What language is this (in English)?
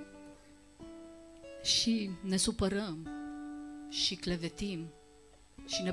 Romanian